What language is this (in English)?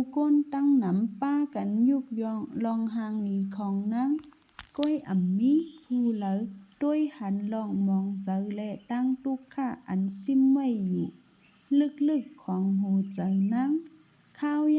Shan